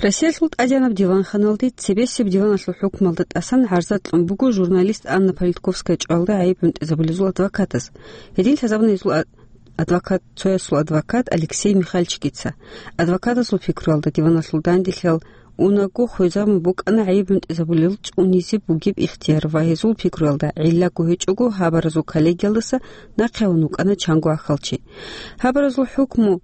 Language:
Avaric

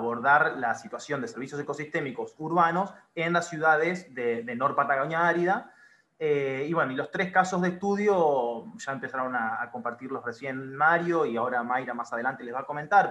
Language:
Spanish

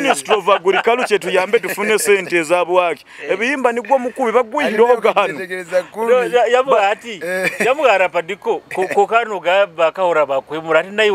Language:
Nyoro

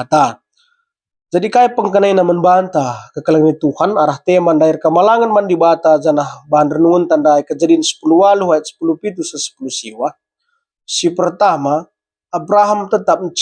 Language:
Batak Karo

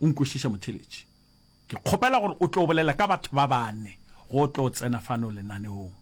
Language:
Northern Sotho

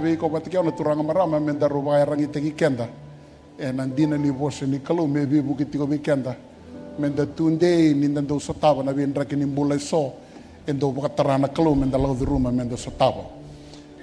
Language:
Fijian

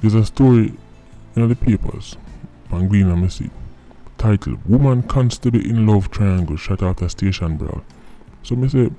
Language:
Jamaican Creole English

